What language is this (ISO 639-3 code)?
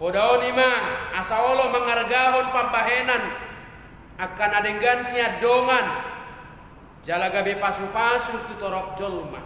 bbc